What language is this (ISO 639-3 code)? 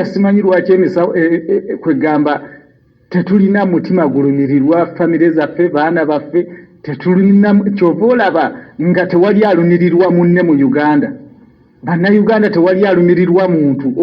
lug